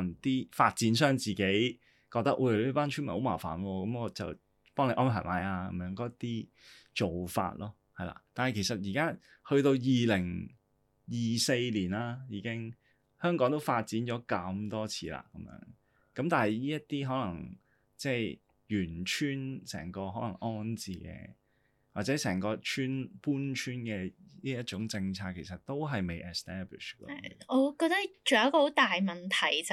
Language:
Cantonese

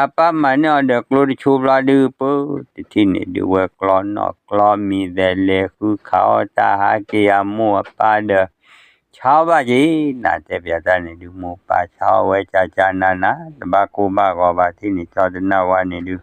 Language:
S'gaw Karen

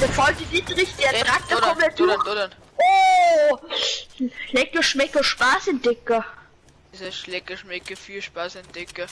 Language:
Bavarian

